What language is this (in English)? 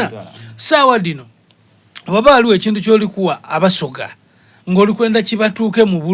Soga